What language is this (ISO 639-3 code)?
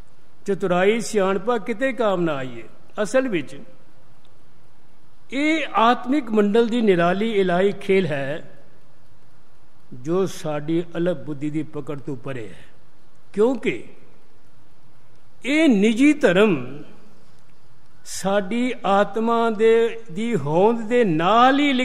pan